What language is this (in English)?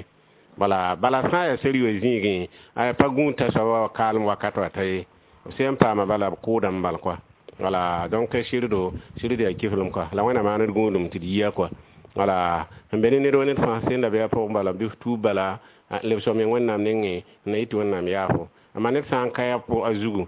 Mossi